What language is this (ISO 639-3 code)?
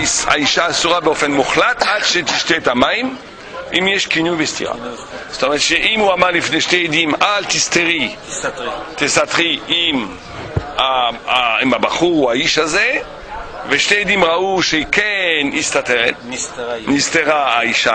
heb